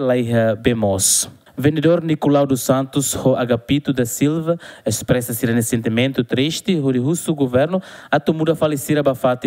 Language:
Tetum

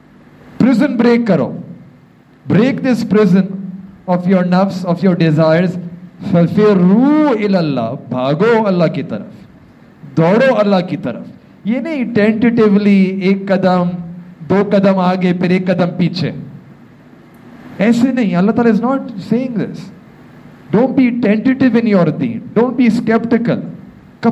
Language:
Urdu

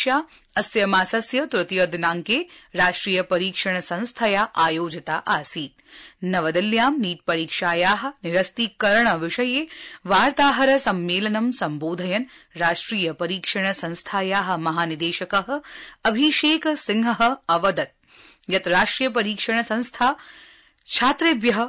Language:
Sanskrit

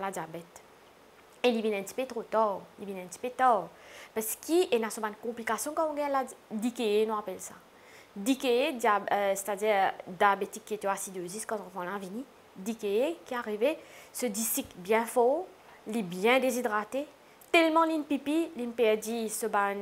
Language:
Morisyen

